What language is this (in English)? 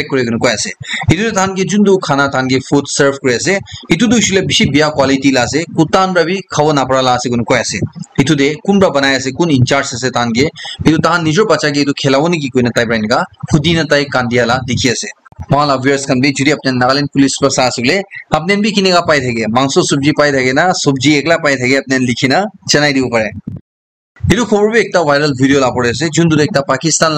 Naga Pidgin